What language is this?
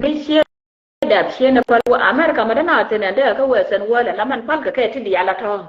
Nuer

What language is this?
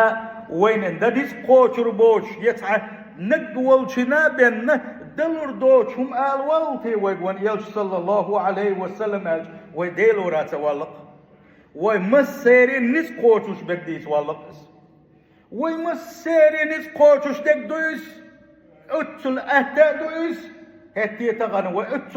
Chechen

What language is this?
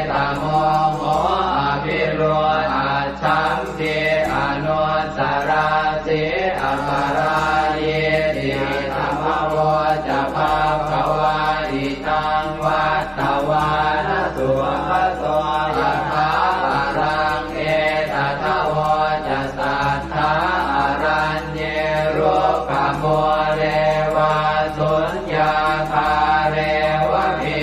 Pali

